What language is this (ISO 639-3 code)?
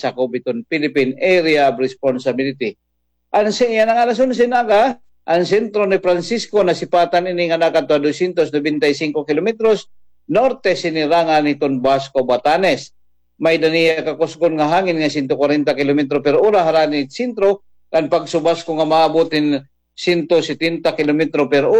war